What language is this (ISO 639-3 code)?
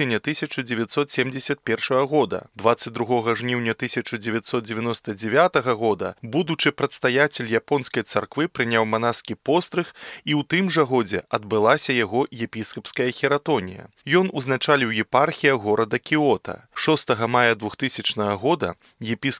bel